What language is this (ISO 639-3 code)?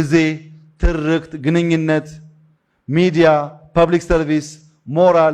amh